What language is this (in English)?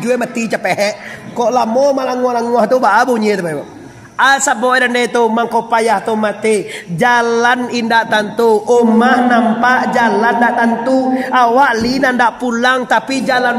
Minangkabau